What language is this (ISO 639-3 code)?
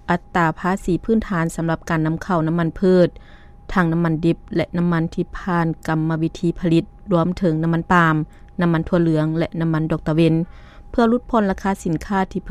lao